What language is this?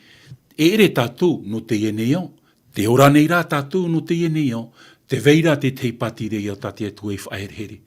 Tahitian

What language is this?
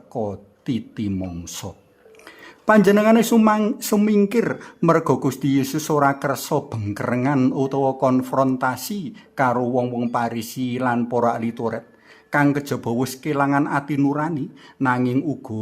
Javanese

